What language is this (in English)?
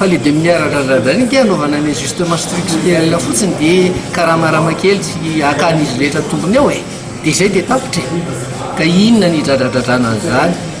Malagasy